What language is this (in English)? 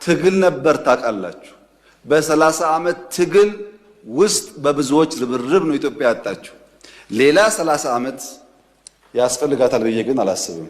Amharic